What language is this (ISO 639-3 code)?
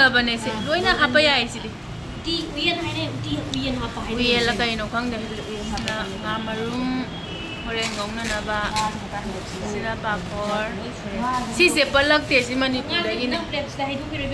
mni